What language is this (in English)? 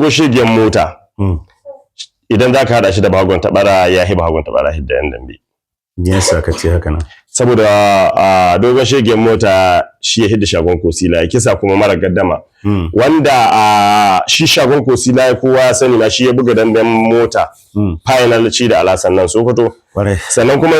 Hausa